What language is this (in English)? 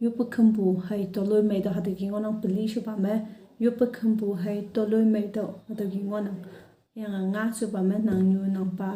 Konyak Naga